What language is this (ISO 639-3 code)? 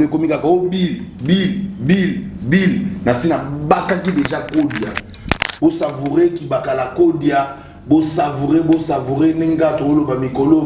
lin